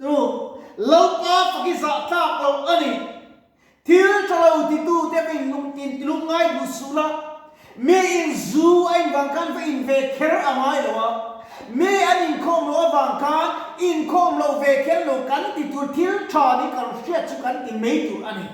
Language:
Mizo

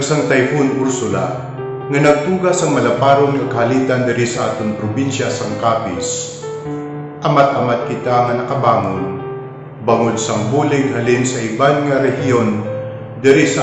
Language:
Hiligaynon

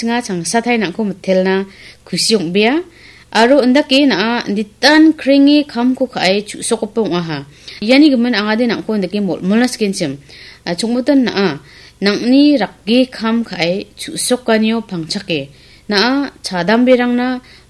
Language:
Garo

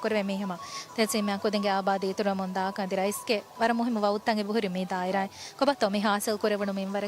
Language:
Divehi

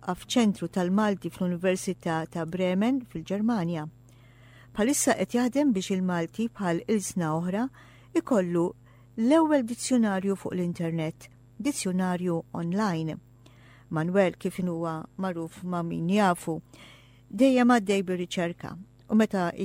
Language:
Maltese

